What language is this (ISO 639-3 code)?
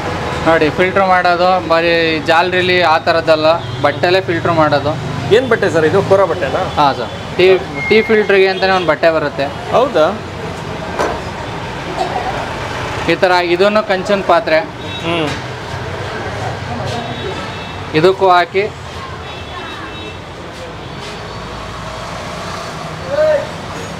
kan